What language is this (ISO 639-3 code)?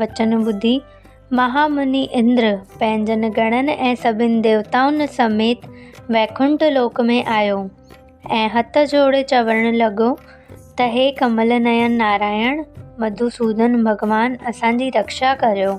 snd